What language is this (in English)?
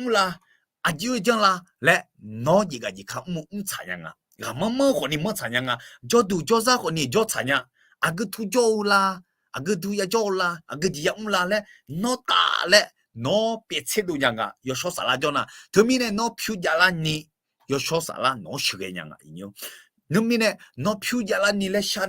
Akha